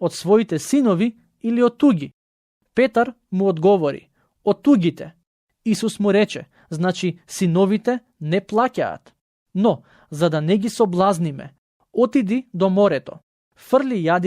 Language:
Macedonian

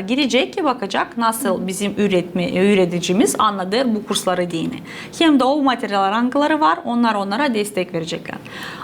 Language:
Gagauz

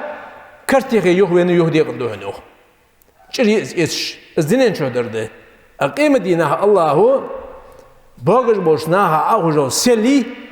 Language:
Ingush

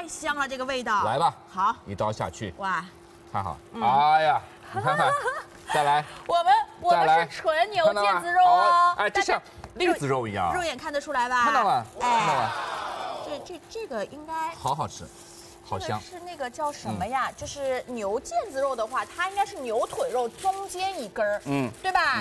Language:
Chinese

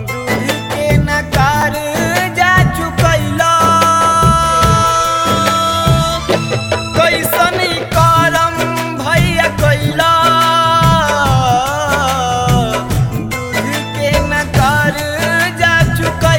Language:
Bhojpuri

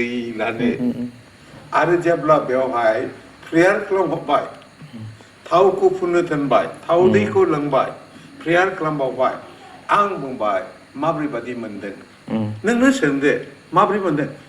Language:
Bodo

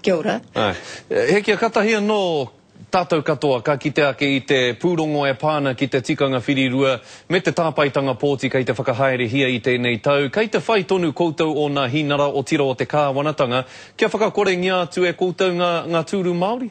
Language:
Māori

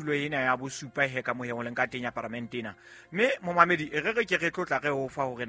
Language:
Southern Sotho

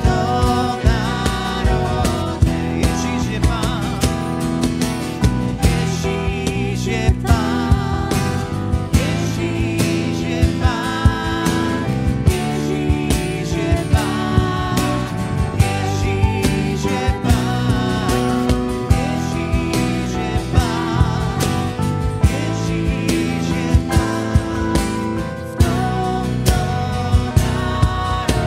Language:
Slovak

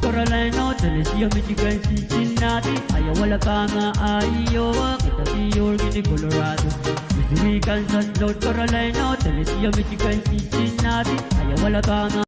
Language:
Pohnpeian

